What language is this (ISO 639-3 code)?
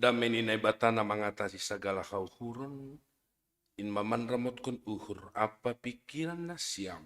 bts